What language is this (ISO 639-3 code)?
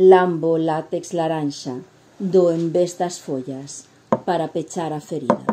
glg